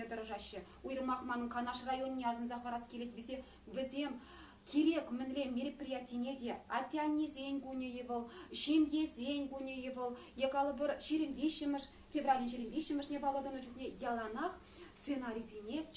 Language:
Chuvash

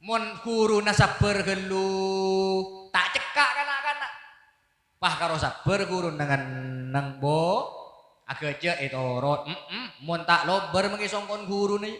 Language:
Madurese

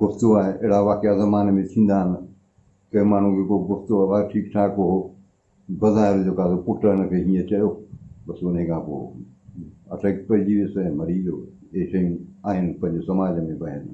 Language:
Sindhi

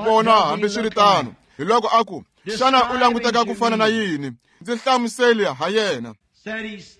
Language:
Tsonga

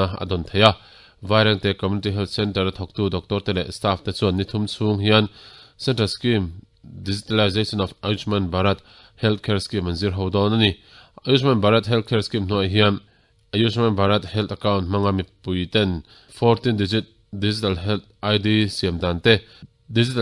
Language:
Mizo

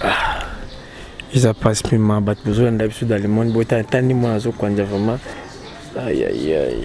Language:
Lingala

